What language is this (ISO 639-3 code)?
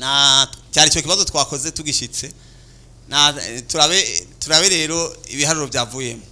run